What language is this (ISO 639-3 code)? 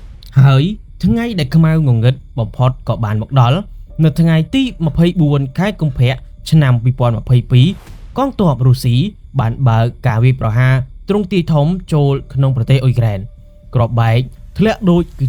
khm